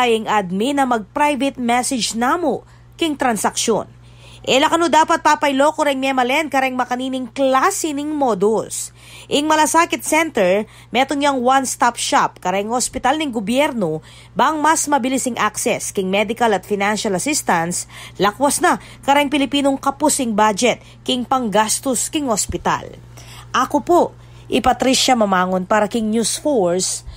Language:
Pampanga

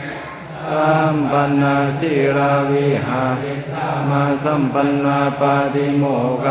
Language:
Pali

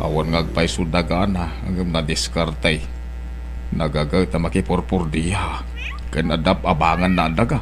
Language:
Iloko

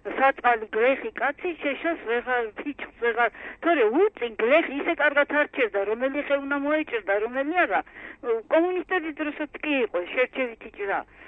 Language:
Georgian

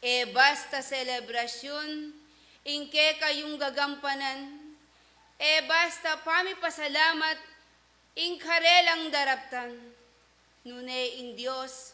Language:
Pampanga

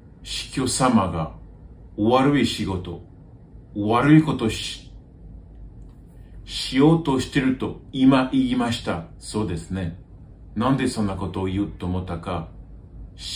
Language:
Japanese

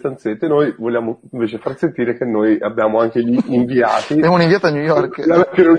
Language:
Italian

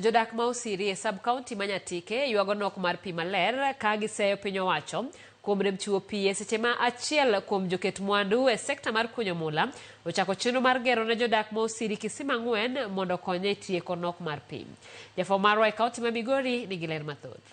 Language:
Luo (Kenya and Tanzania)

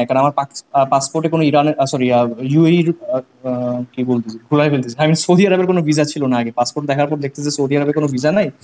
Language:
Bangla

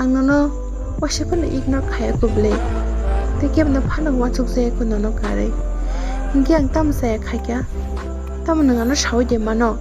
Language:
Kok Borok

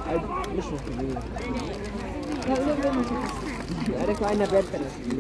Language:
Croatian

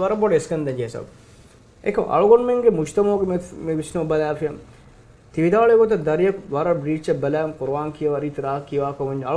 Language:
Divehi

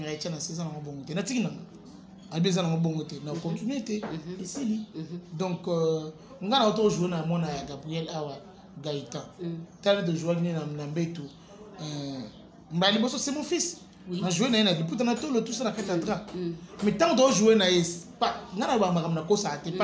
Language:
Lingala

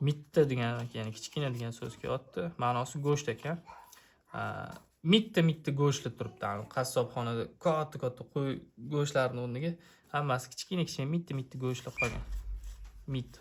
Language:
Uzbek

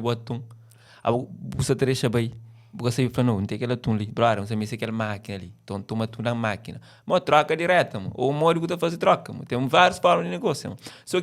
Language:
Kabuverdianu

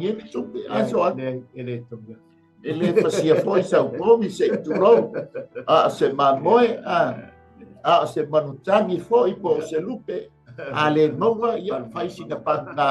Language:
Samoan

